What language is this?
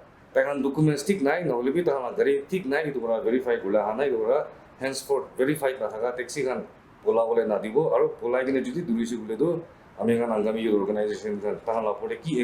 Naga Pidgin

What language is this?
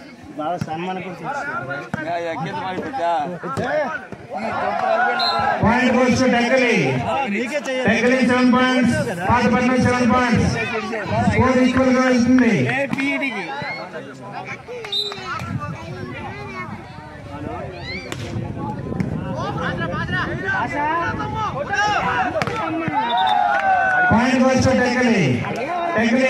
Telugu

